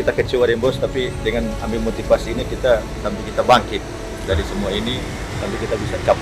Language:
Manado Malay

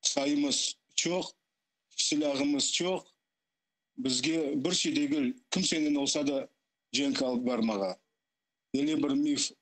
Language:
Crimean Tatar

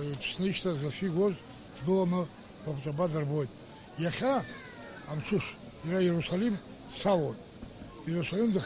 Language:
Abkhazian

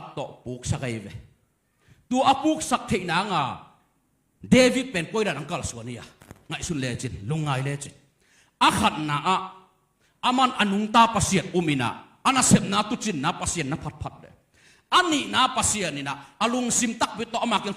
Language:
Tedim Chin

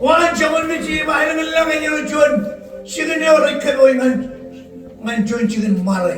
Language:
Marshallese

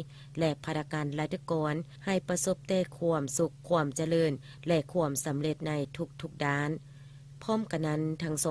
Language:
Lao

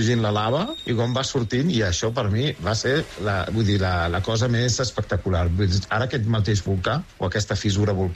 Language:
Catalan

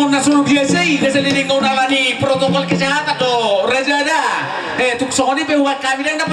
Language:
Batak Toba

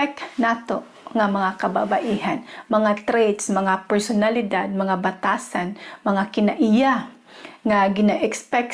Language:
Cebuano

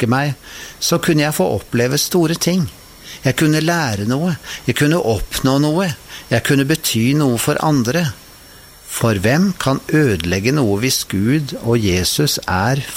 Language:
Norwegian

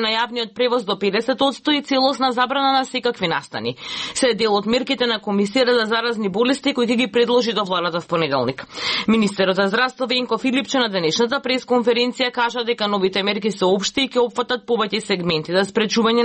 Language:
Macedonian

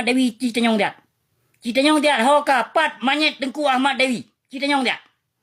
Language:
Achinese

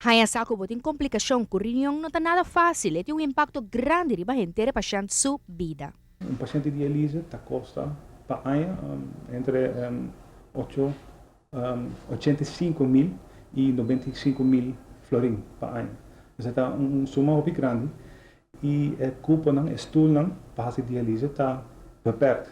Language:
Papiamento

